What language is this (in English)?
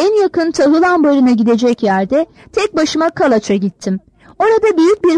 Turkish